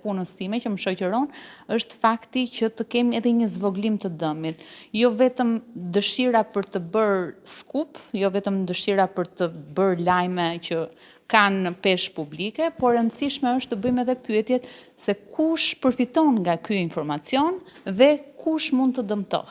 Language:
Albanian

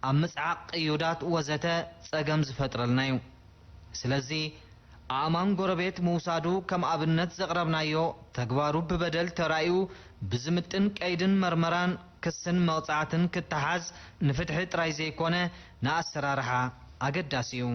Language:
Tigrinya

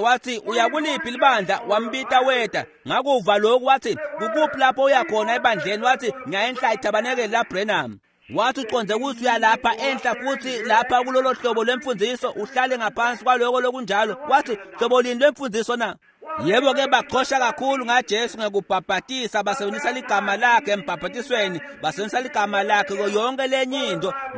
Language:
Swati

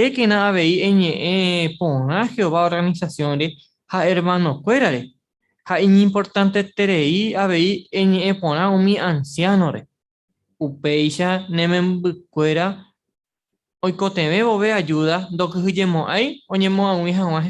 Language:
Guarani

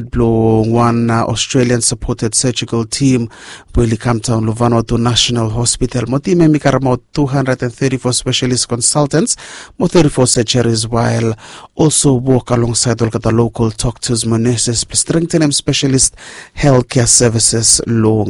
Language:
Bislama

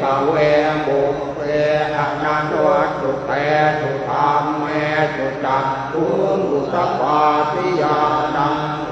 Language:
Pali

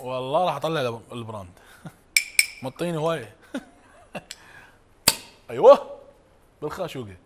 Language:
Mesopotamian Arabic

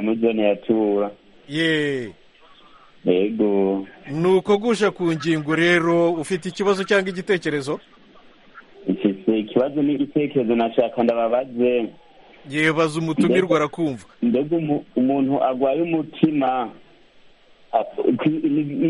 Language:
Kinyarwanda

